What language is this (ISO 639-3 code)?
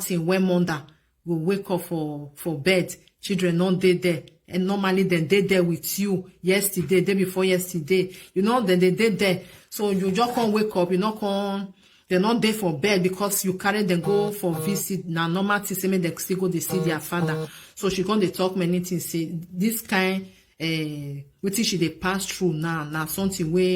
pcm